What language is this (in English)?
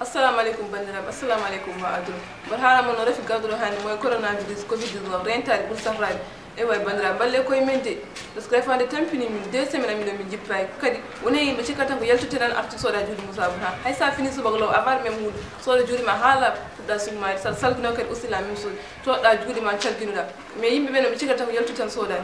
Fula